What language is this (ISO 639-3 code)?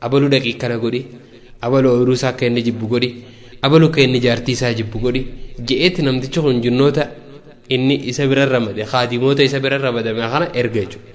orm